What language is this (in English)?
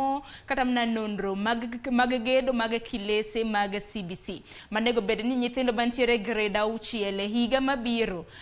Luo (Kenya and Tanzania)